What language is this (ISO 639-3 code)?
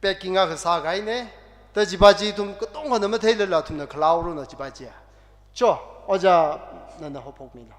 nmf